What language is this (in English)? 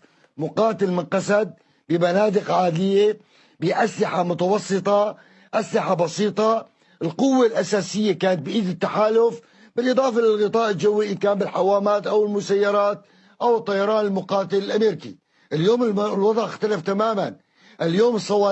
North Levantine Arabic